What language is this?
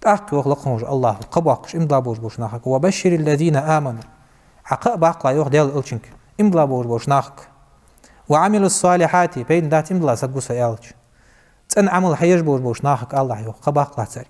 Ingush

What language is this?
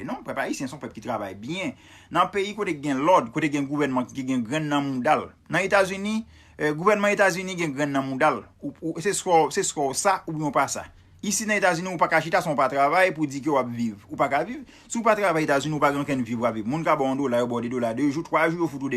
Haitian Creole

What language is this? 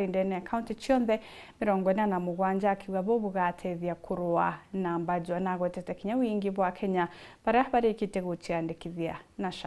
Meru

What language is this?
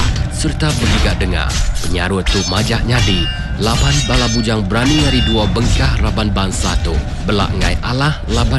Iban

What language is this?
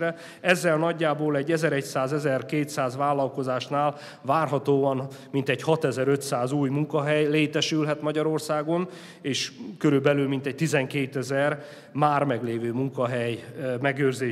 Hungarian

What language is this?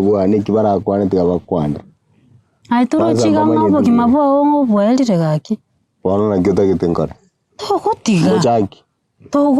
Gusii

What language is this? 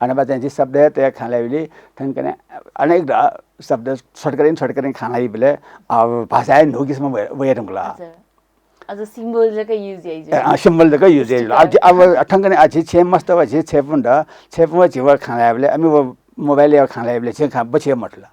Newari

